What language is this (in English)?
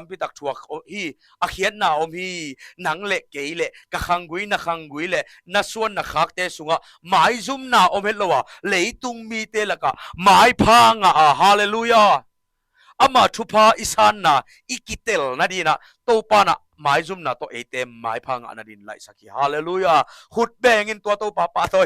Tedim Chin